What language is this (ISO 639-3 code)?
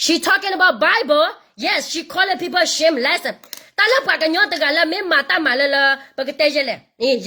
ksw